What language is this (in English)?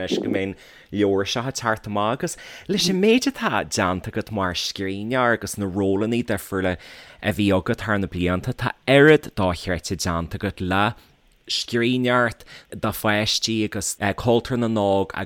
Irish